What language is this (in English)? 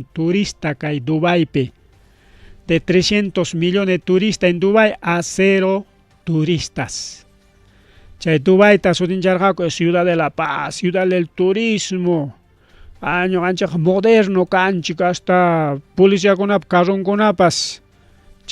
Ayacucho Quechua